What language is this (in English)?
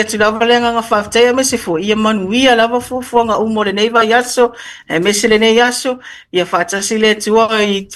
Samoan